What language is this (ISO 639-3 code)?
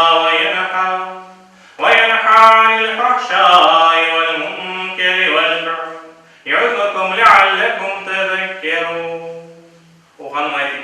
crh